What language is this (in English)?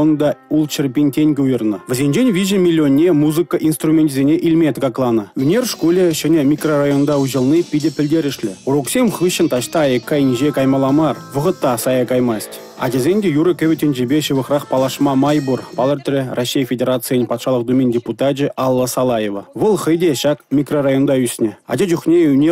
Chuvash